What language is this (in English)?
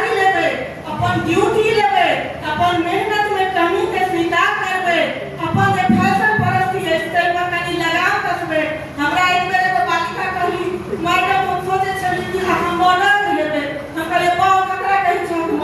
Maithili